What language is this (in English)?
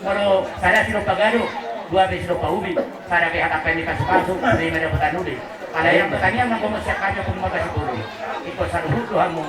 Batak Toba